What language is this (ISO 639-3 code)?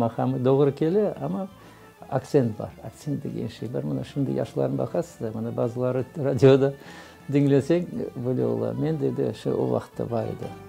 crh